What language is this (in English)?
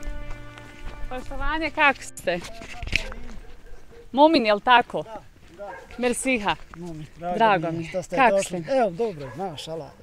Bosnian